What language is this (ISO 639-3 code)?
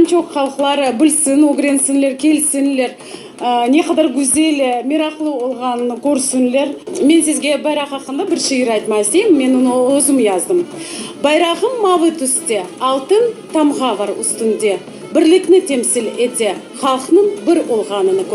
crh